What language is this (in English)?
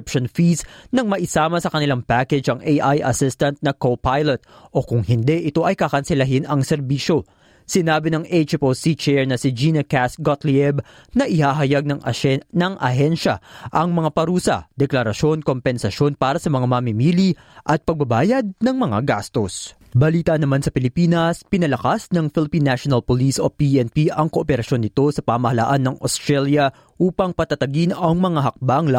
Filipino